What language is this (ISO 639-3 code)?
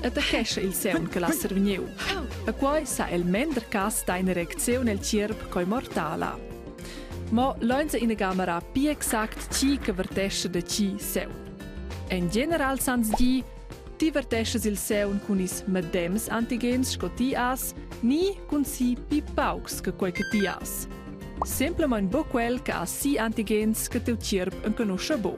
roh